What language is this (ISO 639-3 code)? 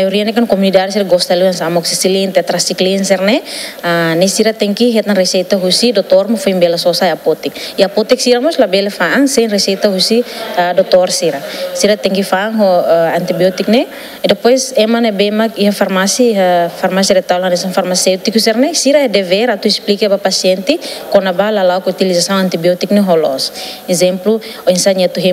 tet